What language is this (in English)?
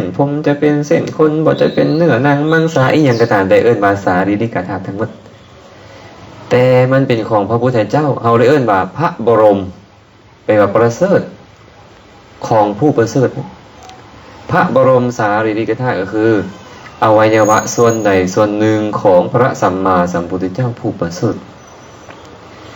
Lao